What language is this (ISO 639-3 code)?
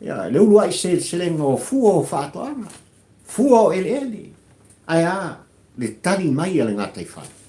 smo